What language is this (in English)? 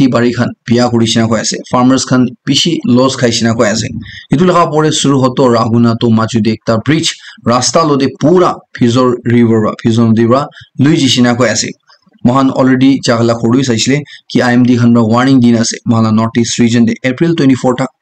Naga Pidgin